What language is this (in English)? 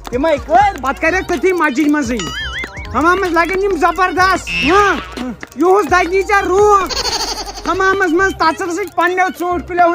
Kashmiri